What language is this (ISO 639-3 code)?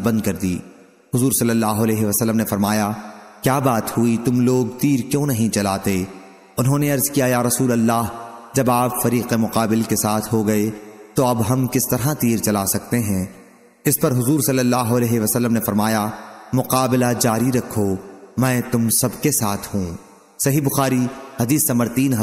urd